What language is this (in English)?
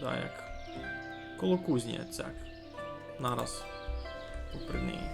Rusyn